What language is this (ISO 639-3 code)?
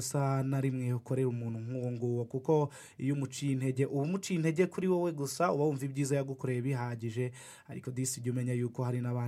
kin